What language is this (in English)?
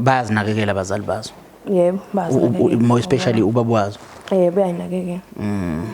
Zulu